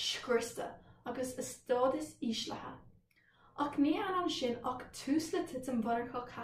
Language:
Irish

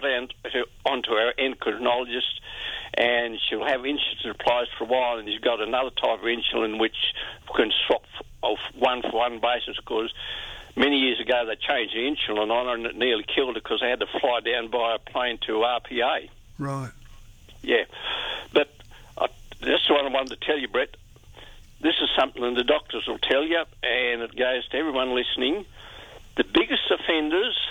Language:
English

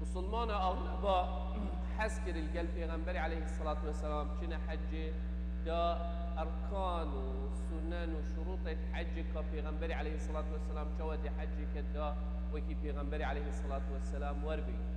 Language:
Kurdish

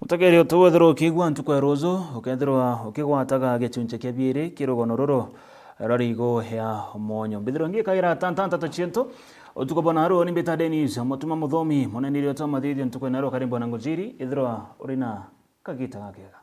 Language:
Meru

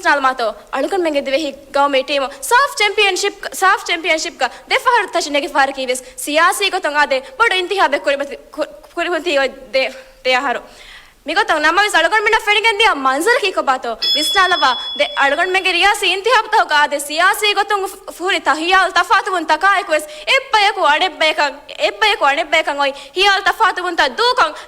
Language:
Divehi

